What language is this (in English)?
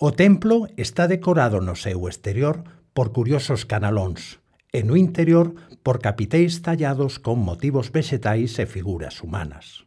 Galician